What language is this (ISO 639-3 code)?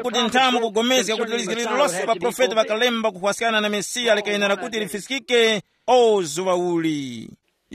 tum